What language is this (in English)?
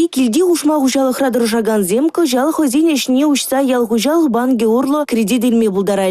Chuvash